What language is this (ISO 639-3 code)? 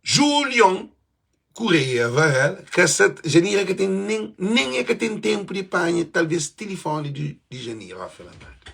kea